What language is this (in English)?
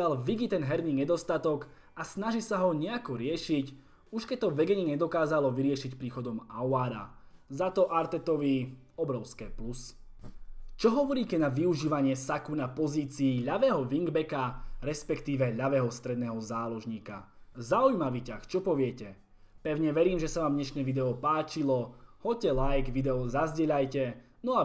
Slovak